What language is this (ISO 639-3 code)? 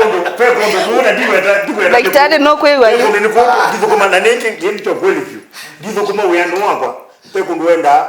kam